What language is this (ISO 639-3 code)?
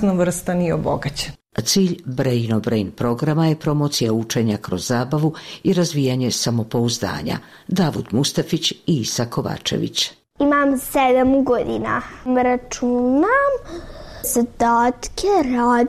bos